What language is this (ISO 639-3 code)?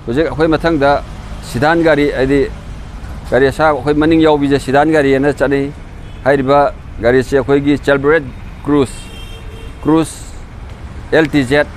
mni